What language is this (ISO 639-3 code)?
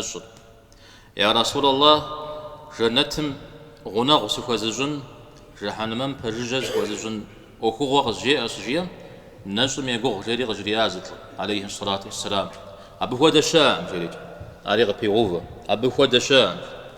kbd